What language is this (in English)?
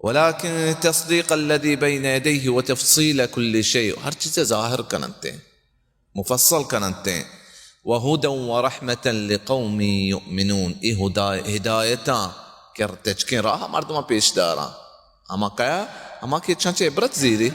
Baluchi